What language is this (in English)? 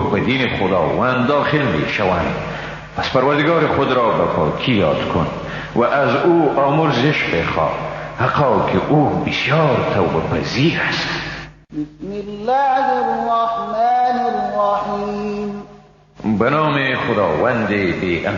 Persian